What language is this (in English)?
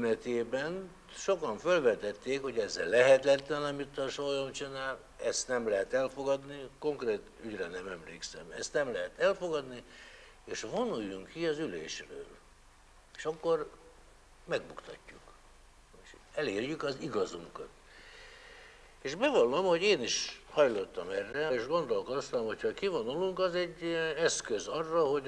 Hungarian